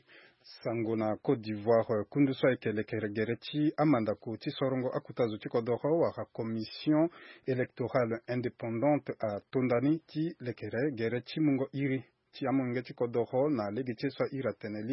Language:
Sango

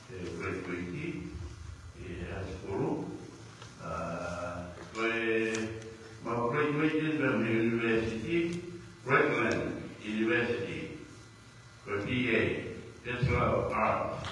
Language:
Tongan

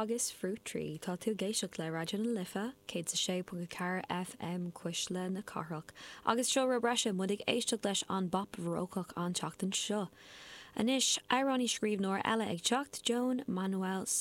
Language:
Irish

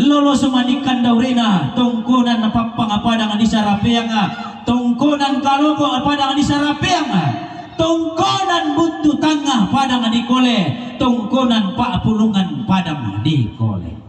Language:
Toraja-Sa'dan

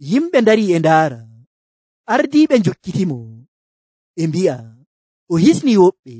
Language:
Nigerian Fulfulde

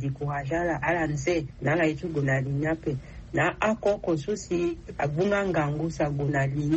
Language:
Sango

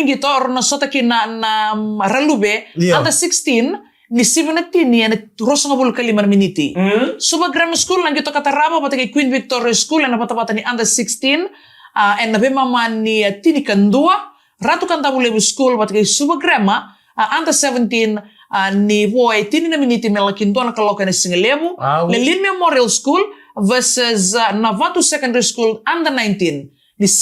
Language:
Fijian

